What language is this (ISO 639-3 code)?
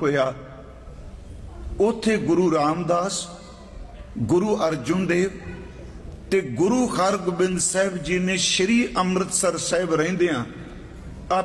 pan